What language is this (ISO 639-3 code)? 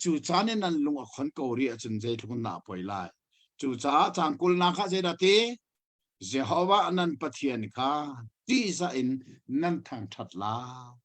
cnh